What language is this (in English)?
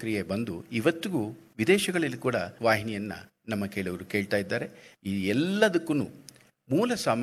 Kannada